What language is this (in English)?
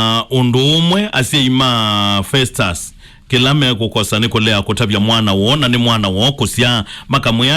Kamba